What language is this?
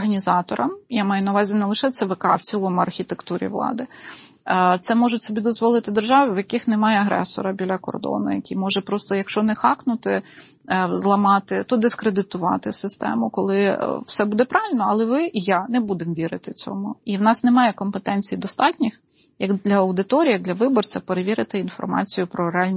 Ukrainian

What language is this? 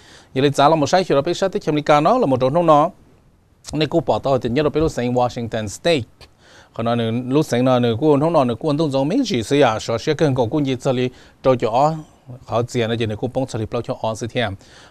Hmong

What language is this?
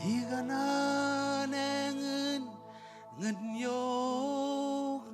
Marshallese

